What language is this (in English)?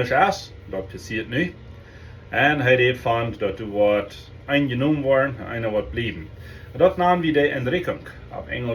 Plautdietsch